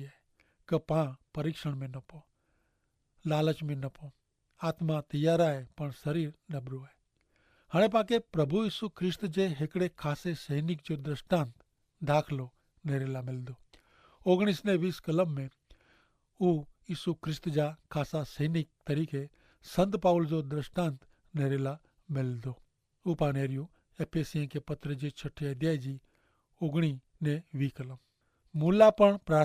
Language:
Kachhi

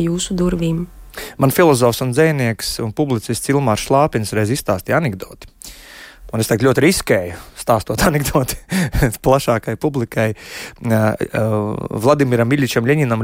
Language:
Latvian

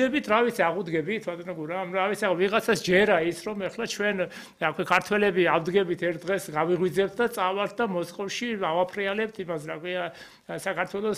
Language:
Georgian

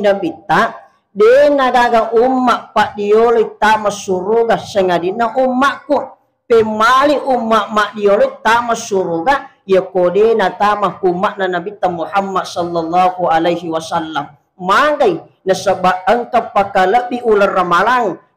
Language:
Buginese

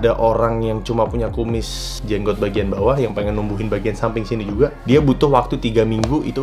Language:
Indonesian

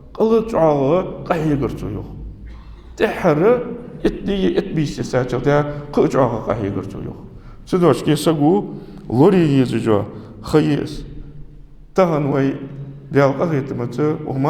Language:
Ingush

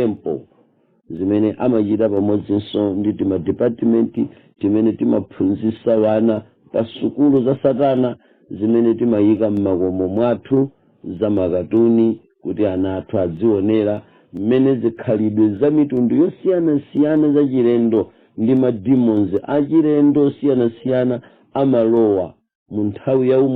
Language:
Nyanja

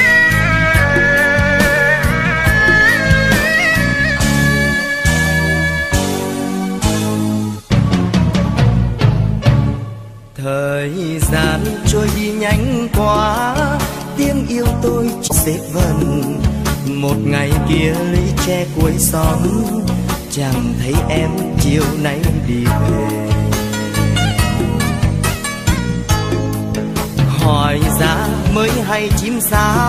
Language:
Vietnamese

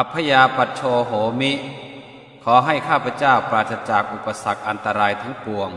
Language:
Pali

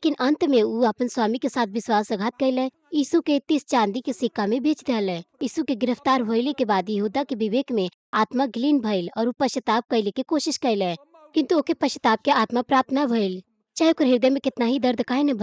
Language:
Bhojpuri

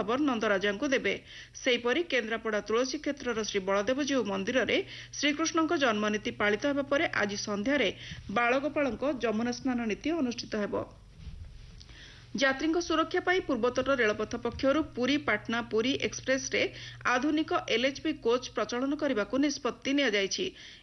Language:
Odia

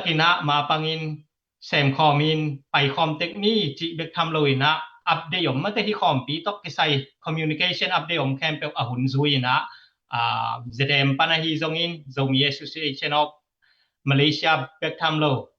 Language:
Tedim Chin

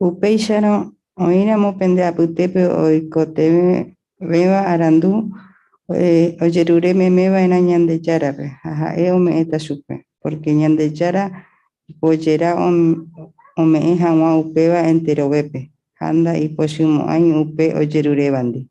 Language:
Guarani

